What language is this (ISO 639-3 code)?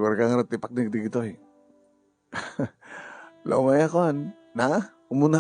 ilo